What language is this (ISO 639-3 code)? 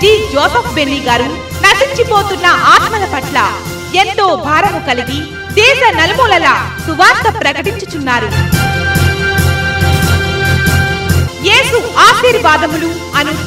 tel